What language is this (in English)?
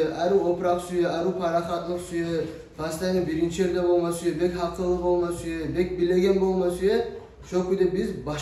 Kumyk